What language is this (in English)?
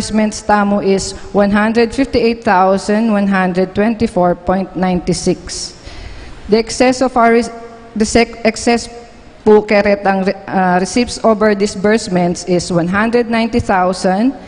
Pampanga